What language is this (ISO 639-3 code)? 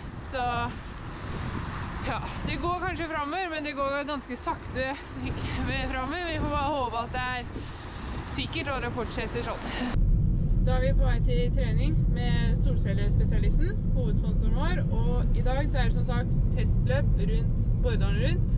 nor